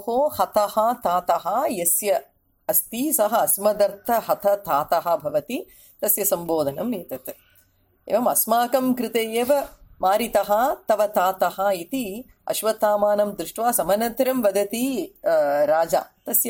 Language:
Sanskrit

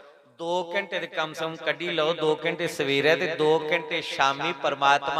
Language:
Dogri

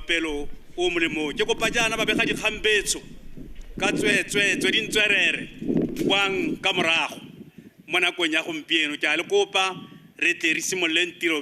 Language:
Tswana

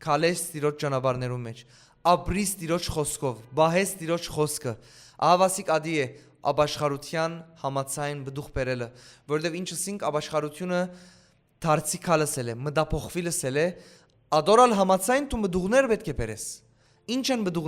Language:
Western Armenian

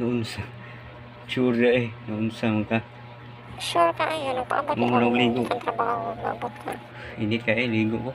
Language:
Cebuano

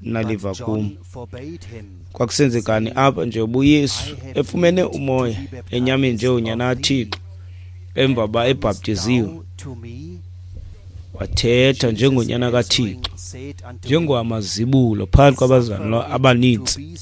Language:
Xhosa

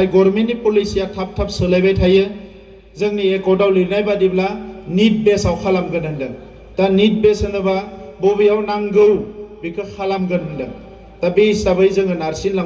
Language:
Bodo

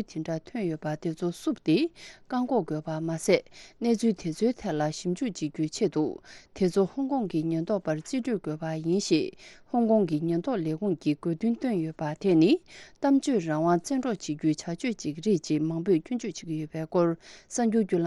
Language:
Tibetan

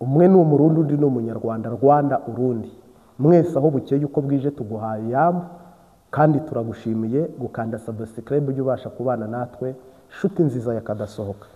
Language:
Kinyarwanda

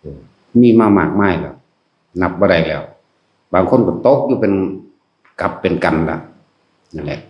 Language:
Northeastern Thai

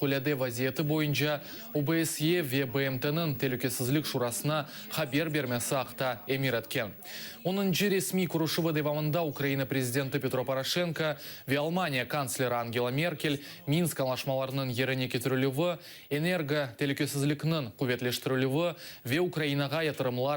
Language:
Crimean Tatar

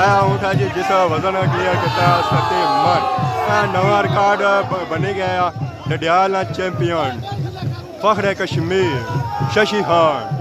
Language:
Pahari-Potwari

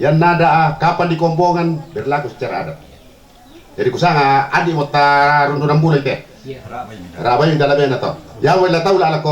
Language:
Toraja-Sa'dan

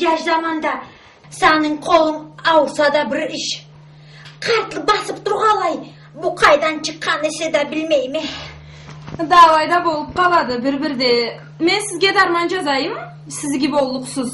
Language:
Karachay-Balkar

